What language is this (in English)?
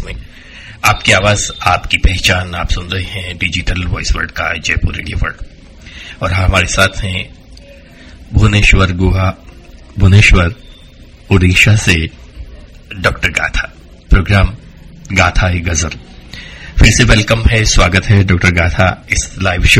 Hindi